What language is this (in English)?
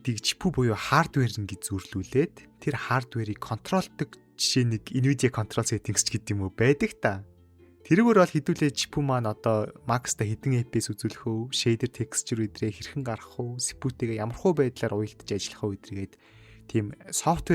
Mongolian